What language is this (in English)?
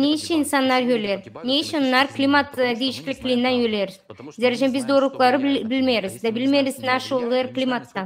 Gagauz